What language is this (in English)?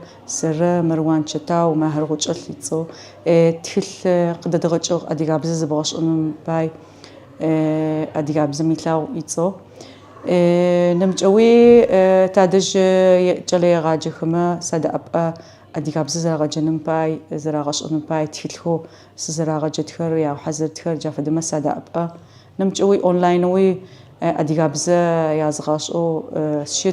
Adyghe